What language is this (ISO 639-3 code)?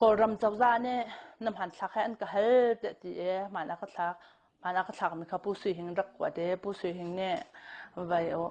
cnh